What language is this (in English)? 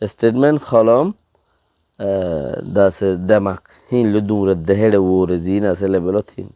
Rohingya